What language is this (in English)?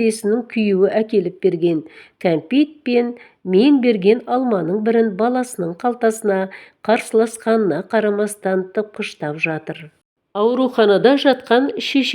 Kazakh